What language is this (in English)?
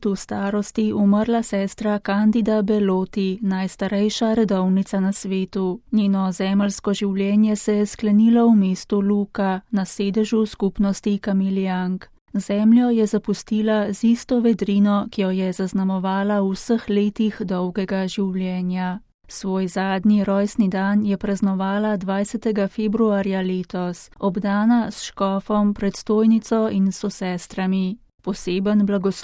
Slovenian